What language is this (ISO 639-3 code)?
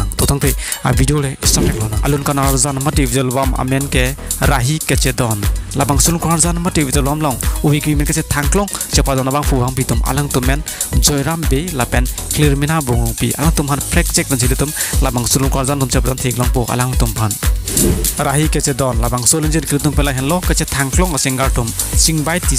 mjw